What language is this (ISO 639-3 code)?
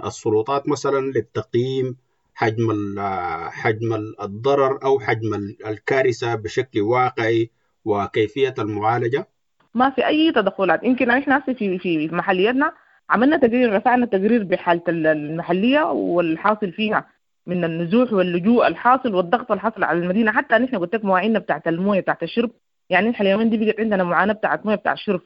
apd